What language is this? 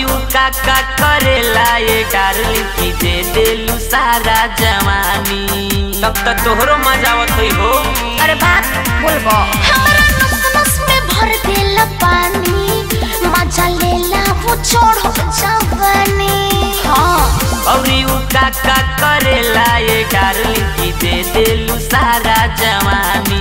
Bhojpuri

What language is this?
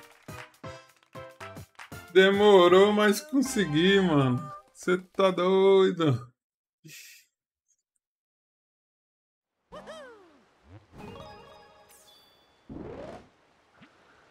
Portuguese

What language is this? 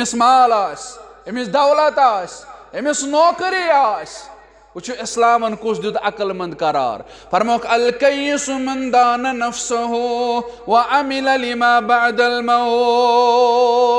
Kashmiri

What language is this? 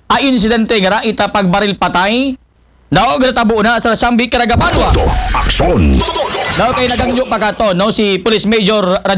Aklanon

